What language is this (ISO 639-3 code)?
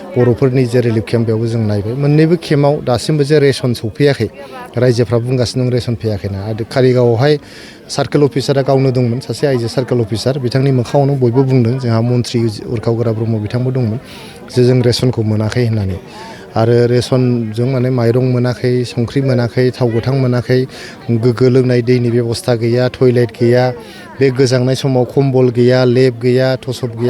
brx